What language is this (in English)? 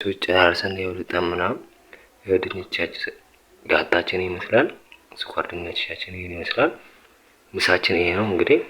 Amharic